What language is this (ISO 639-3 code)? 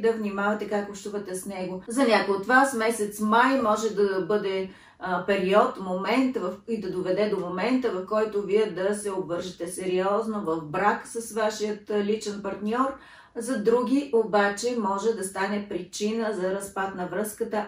bul